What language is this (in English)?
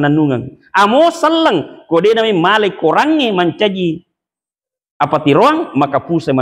Buginese